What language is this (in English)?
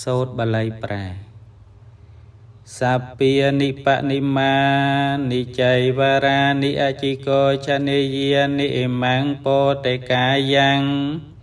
Khmer